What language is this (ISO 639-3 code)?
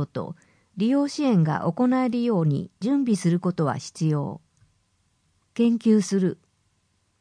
jpn